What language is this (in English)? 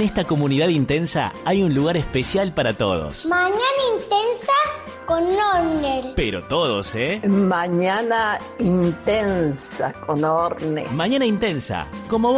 Spanish